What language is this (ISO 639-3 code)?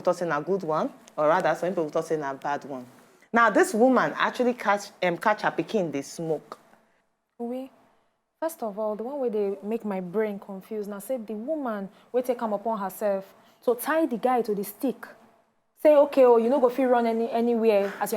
pcm